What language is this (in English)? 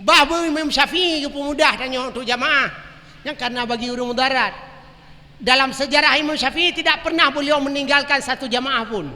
Achinese